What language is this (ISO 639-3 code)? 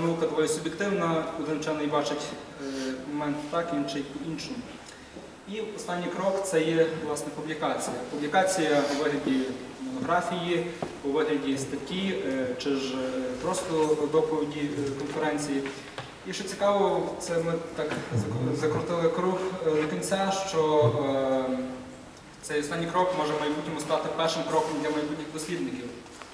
ukr